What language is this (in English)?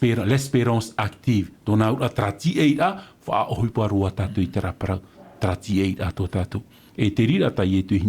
Tahitian